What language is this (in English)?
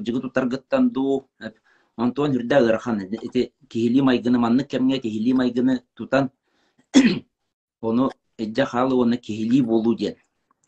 Yakut